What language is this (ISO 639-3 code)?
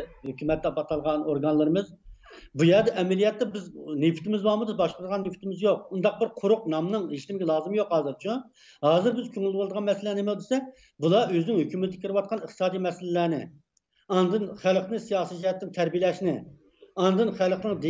uig